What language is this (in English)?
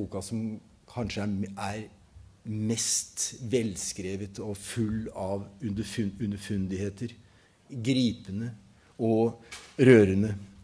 Norwegian